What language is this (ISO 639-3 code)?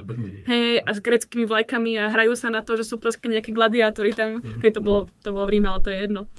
slk